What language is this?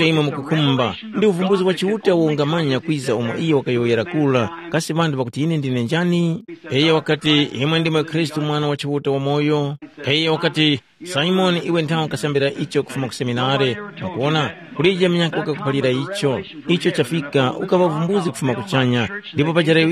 Tumbuka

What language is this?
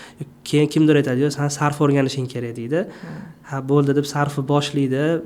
Uzbek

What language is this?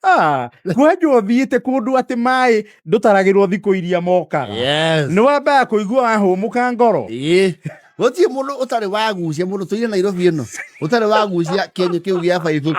Kikuyu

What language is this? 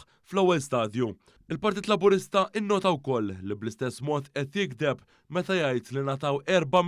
Maltese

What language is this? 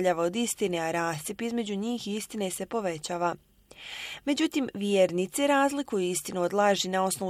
Bosnian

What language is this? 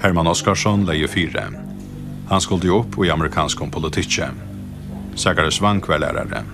Faroese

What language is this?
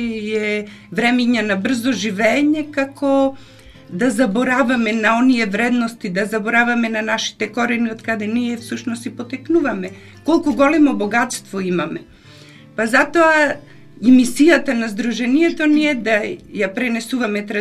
Macedonian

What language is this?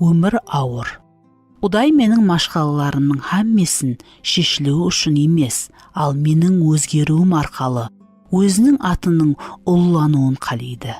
Kara-Kalpak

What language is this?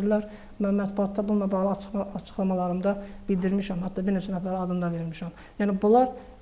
Azerbaijani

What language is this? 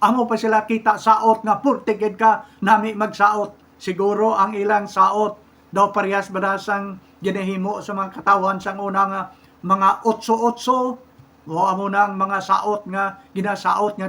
Hiligaynon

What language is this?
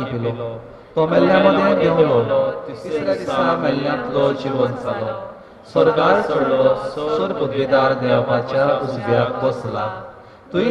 Konkani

